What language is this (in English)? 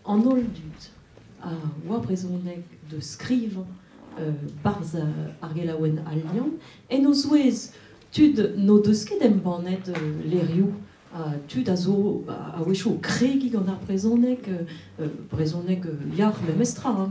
Breton